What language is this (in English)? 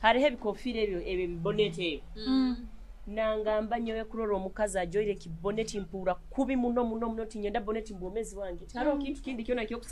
Nyoro